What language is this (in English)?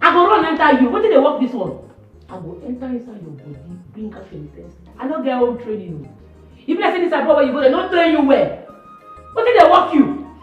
Nigerian Pidgin